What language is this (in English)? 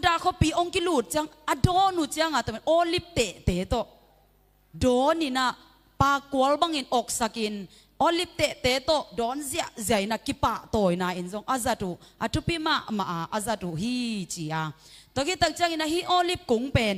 Tedim Chin